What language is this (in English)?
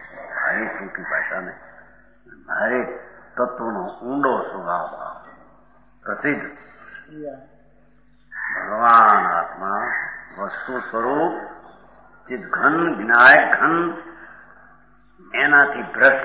Gujarati